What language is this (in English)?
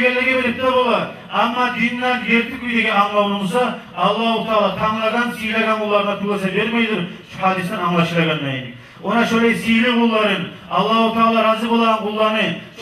Kumyk